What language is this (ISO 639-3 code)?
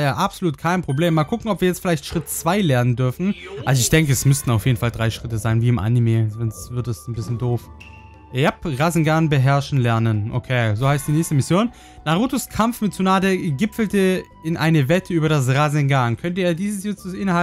deu